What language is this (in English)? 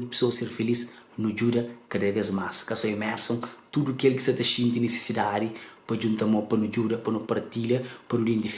Kabuverdianu